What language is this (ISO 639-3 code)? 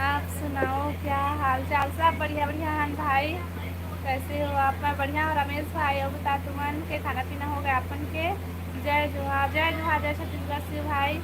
hne